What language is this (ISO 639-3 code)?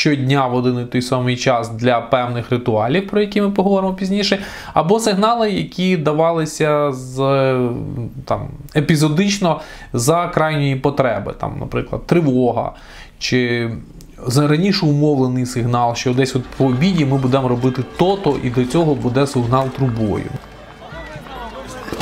ukr